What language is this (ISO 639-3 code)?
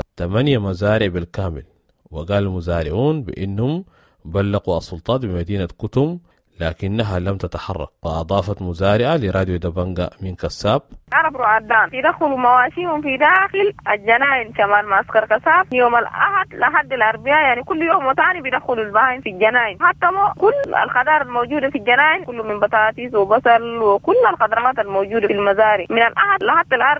apd